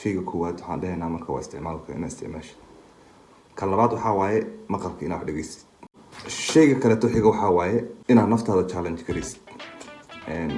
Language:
Somali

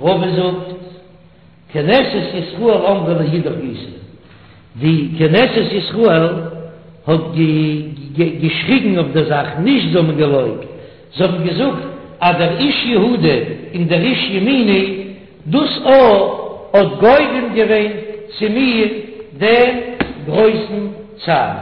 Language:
Yiddish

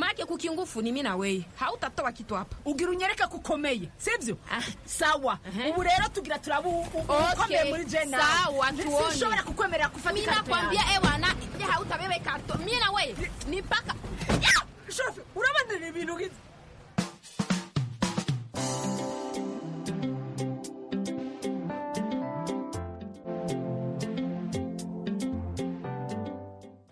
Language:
Kinyarwanda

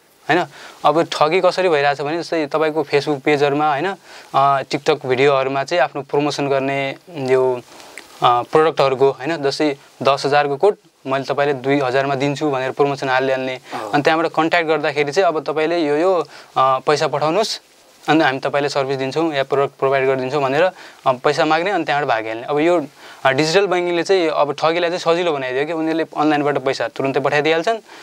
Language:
Nepali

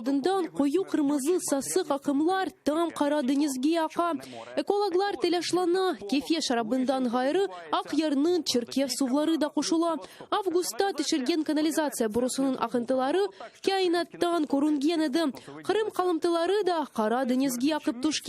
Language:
Crimean Tatar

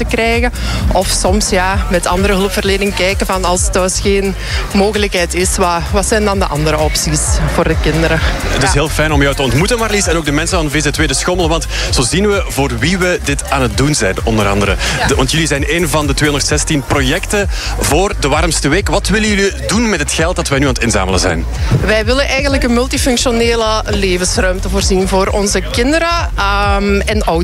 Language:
Dutch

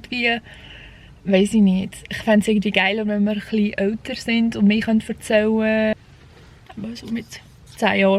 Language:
Swiss German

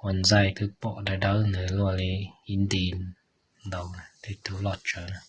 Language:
Hmong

